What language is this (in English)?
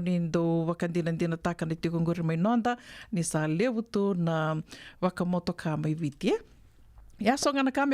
Fijian